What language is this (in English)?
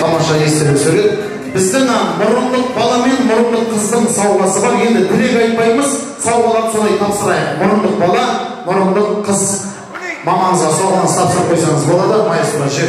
Kara-Kalpak